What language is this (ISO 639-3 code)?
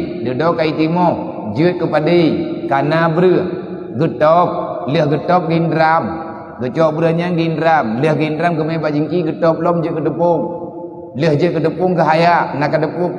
ace